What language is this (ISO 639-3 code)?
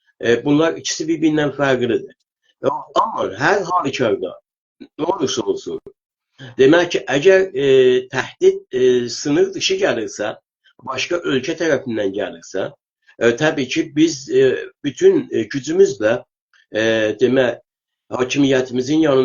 azb